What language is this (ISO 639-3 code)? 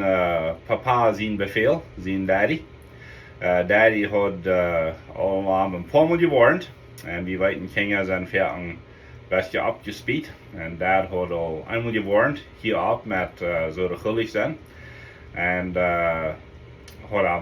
pdt